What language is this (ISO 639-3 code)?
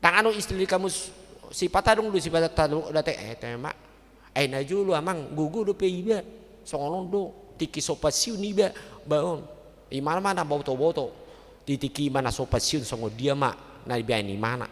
bbc